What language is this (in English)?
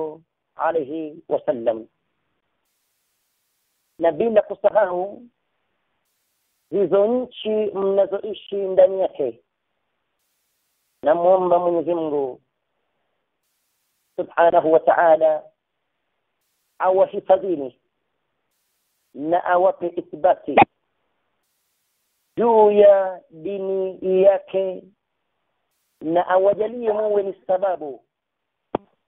Swahili